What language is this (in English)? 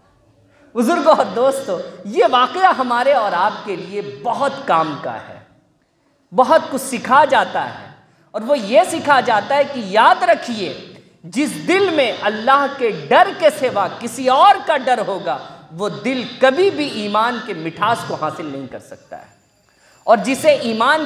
Urdu